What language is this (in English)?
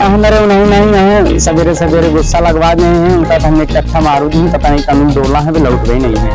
Awadhi